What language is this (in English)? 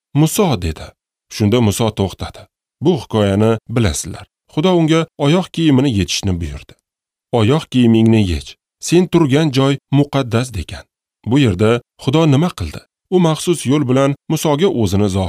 Uzbek